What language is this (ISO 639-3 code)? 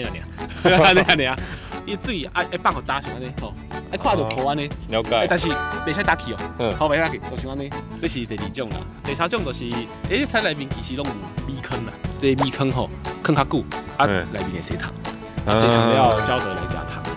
nan